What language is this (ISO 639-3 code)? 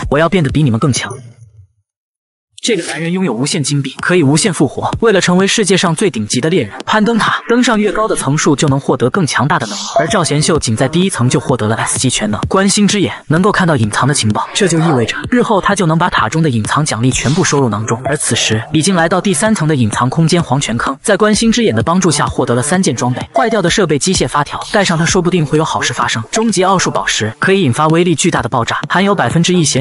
zho